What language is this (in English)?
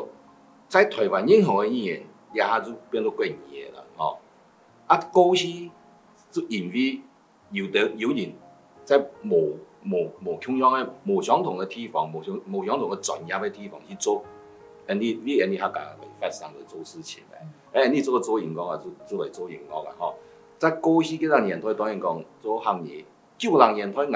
Hakka Chinese